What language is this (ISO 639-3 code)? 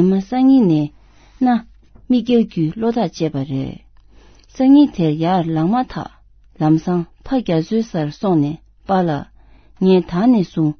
bod